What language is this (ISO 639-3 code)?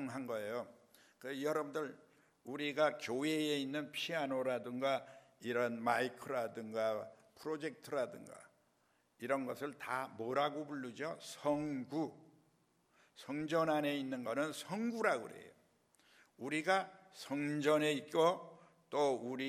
kor